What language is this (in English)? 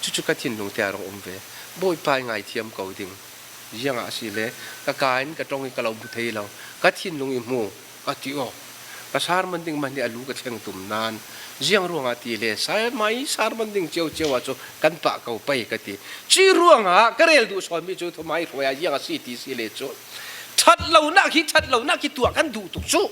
Falam Chin